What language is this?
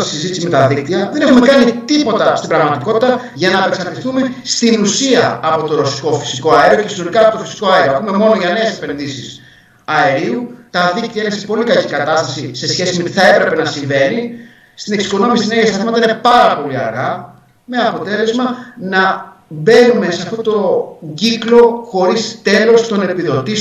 Greek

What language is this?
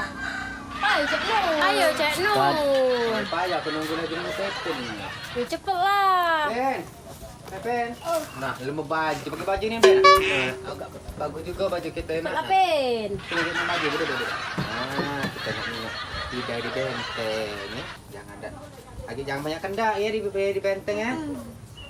Musi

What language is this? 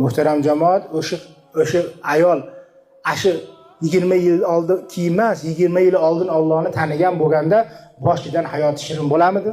Uzbek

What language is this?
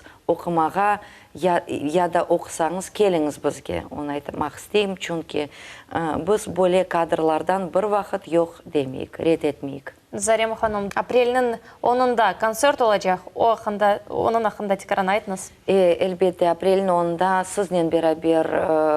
Crimean Tatar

